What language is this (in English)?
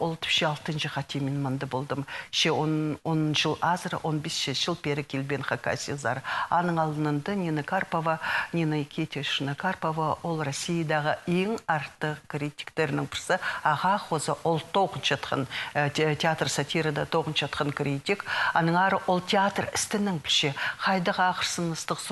Khakas